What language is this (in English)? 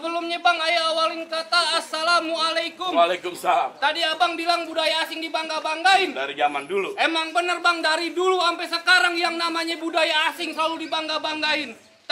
Betawi